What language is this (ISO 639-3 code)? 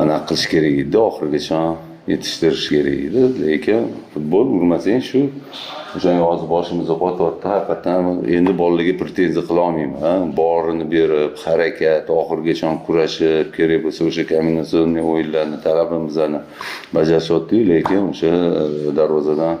uzb